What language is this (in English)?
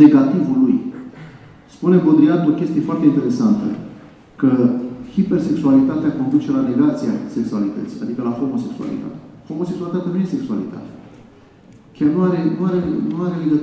Romanian